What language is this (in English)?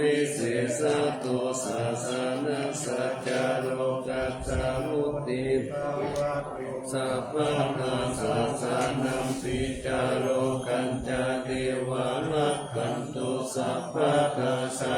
Pali